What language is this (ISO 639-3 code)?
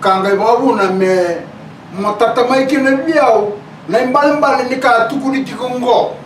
fij